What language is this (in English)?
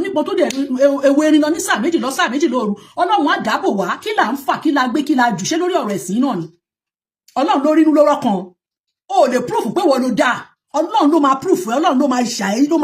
Yoruba